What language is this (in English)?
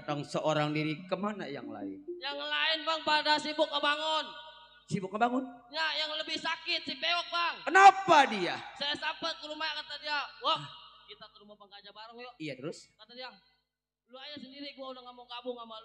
Betawi